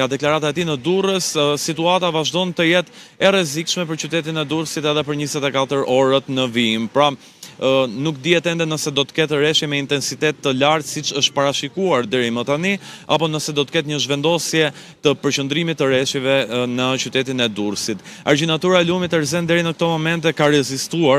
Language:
Albanian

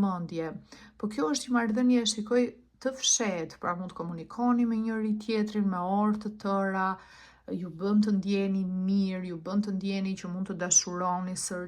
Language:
Albanian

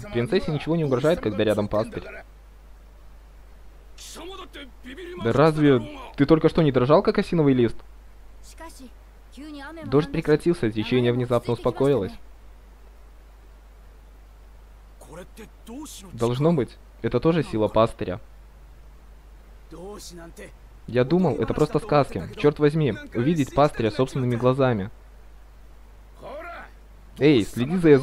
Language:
Russian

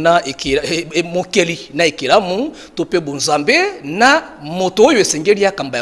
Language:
Lingala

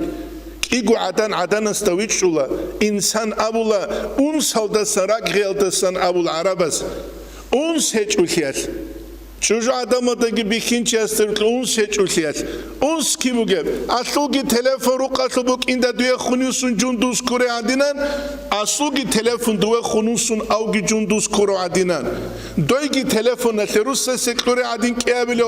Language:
Avaric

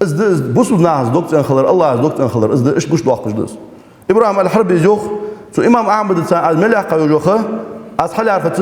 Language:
Ingush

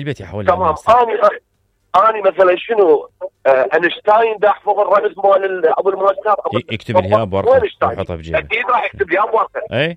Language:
Mesopotamian Arabic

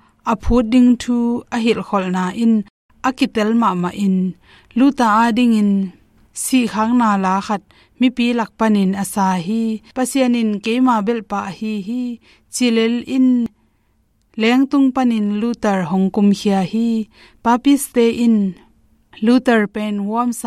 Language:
Tedim Chin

